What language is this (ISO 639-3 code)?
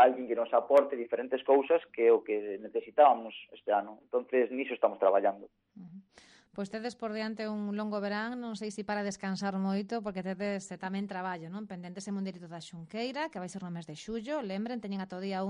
glg